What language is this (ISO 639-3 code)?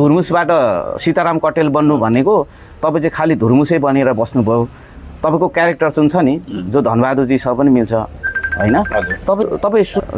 nep